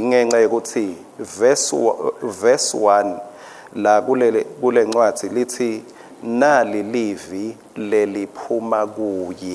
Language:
Swati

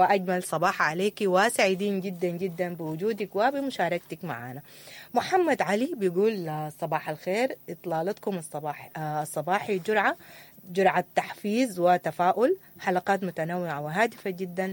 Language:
Sudanese Arabic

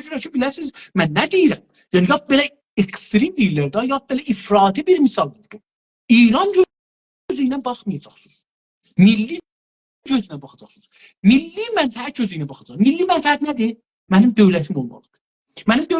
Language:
South Azerbaijani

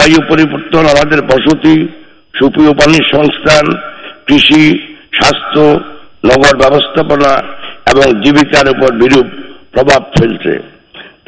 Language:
Bangla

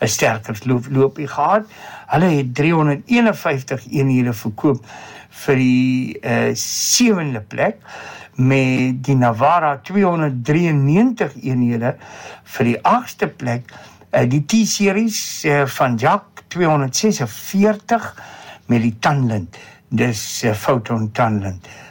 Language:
Afrikaans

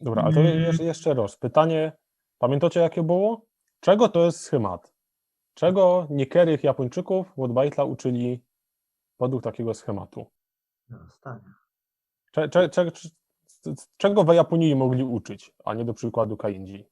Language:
Silesian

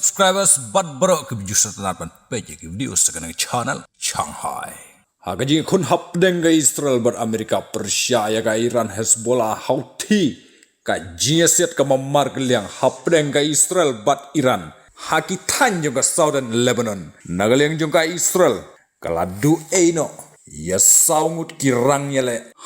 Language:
Khasi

